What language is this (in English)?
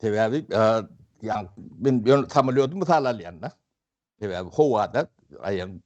Turkmen